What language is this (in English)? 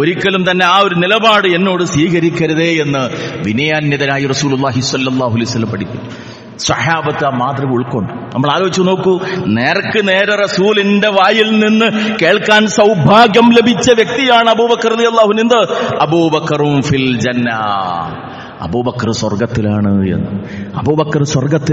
Malayalam